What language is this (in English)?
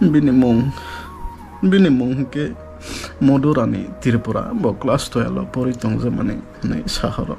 Kok Borok